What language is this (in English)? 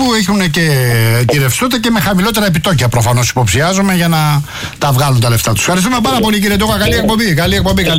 Greek